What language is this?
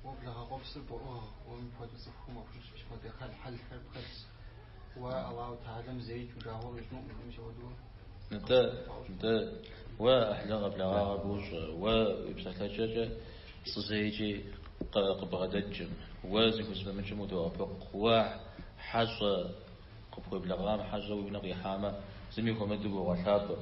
Kabardian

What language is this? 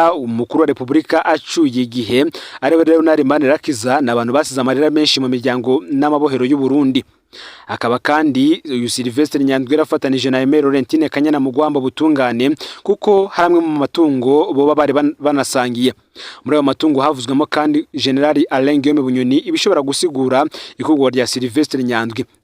Rundi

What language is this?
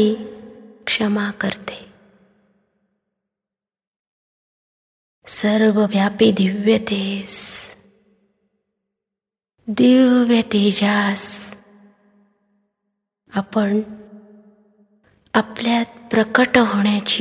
Marathi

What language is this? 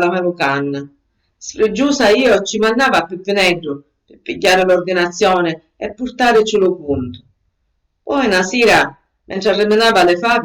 Sicilian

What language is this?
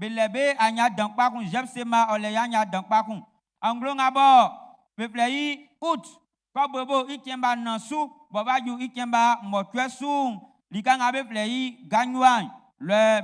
Baoulé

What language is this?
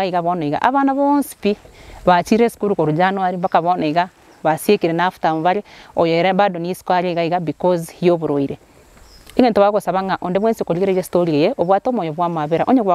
Gusii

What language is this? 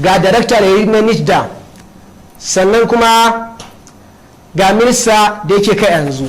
Hausa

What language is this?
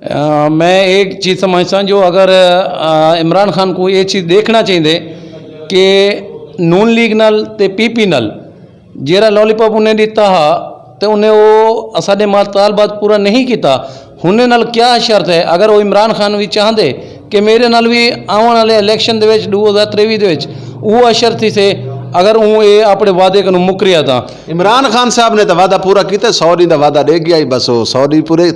Saraiki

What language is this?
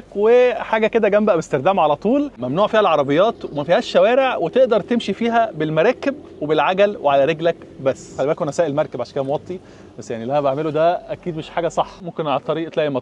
Egyptian Arabic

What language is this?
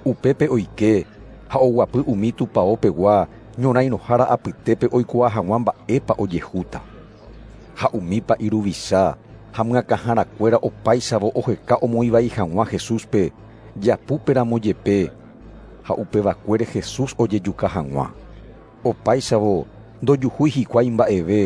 Guarani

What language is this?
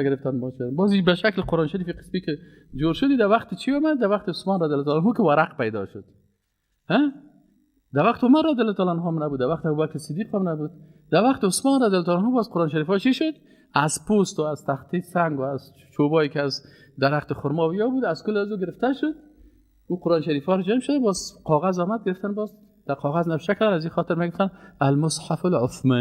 Persian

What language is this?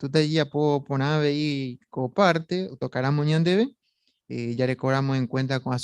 Guarani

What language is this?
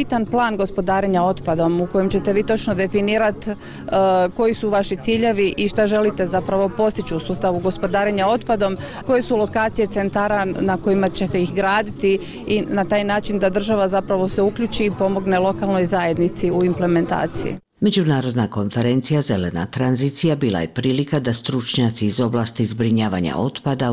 Bosnian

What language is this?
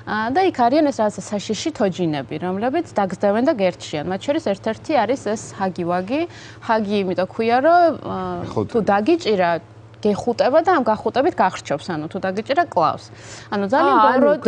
Georgian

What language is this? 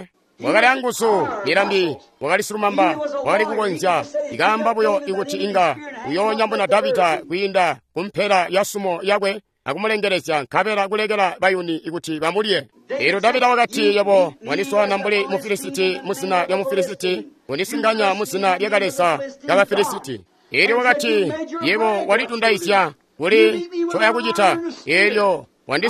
Tonga (Zambia)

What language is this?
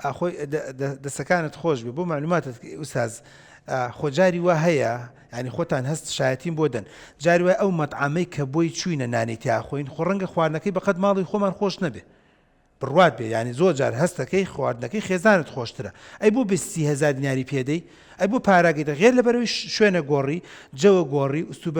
Central Kurdish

